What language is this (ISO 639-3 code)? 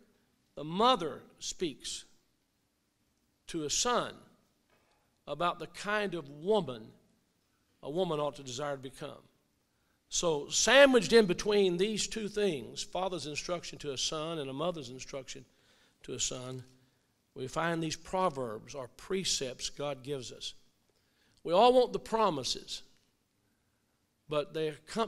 eng